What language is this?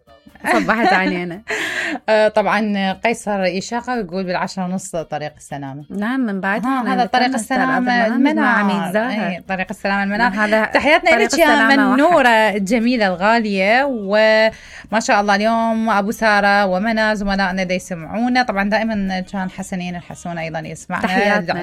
Mesopotamian Arabic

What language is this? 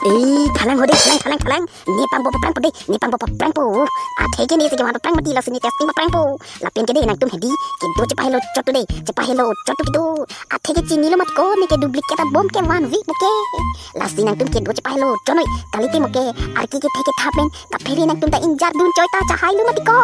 Karbi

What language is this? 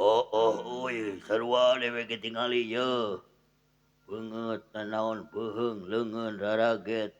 Sundanese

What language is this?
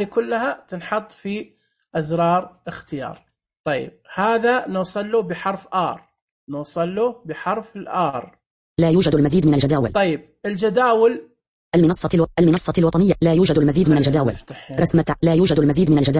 Najdi Arabic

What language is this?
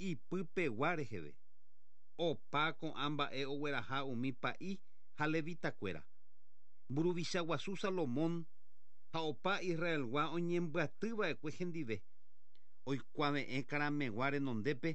Guarani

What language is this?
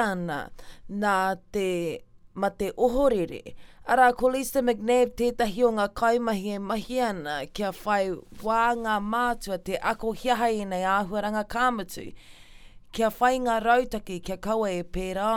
Māori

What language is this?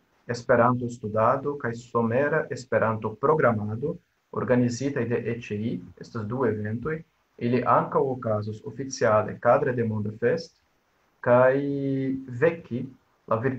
Esperanto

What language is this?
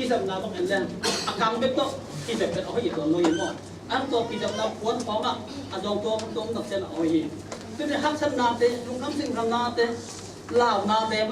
Tedim Chin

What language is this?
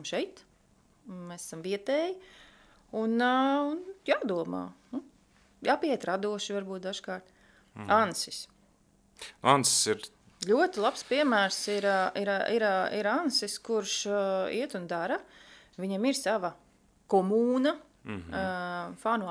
Latvian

